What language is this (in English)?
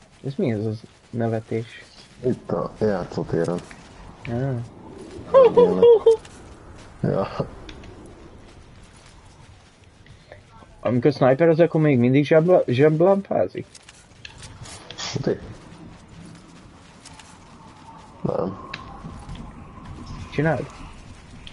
Hungarian